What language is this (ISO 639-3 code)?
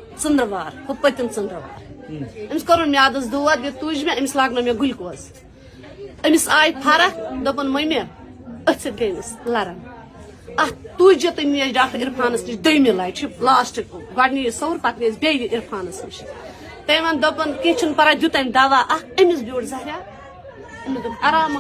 kas